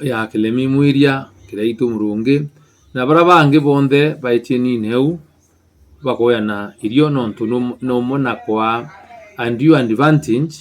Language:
Meru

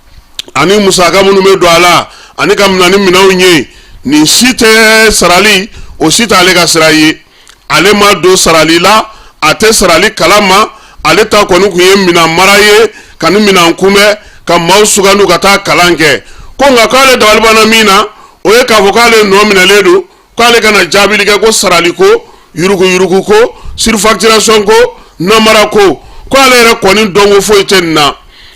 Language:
Bambara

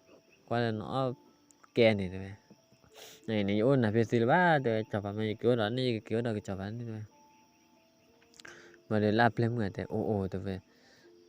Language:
S'gaw Karen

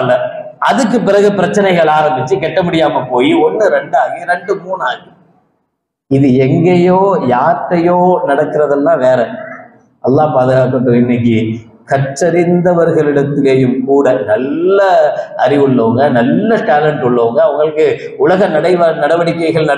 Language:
Tamil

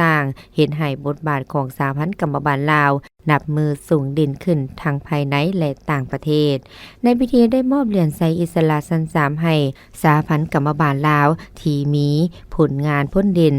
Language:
Lao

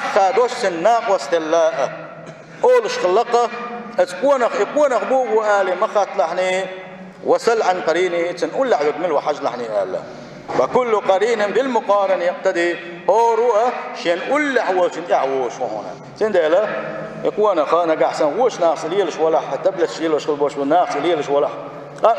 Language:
Chechen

